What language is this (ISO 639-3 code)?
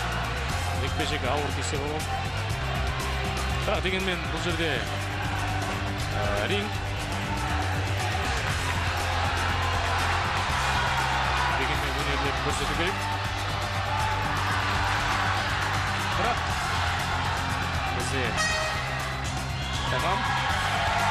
kaz